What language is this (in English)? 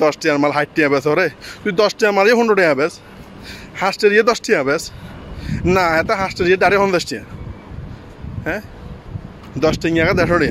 Bangla